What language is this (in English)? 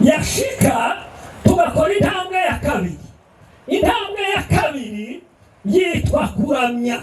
Kinyarwanda